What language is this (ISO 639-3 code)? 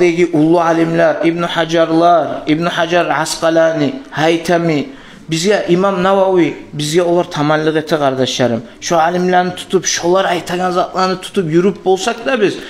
kum